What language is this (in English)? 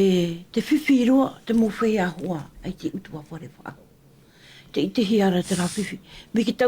Tahitian